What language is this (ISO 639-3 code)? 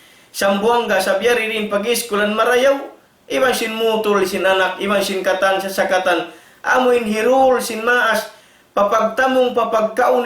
tsg